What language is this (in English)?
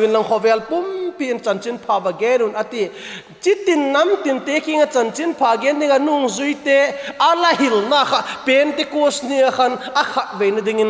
Vaiphei